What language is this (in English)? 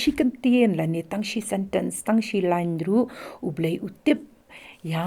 Khasi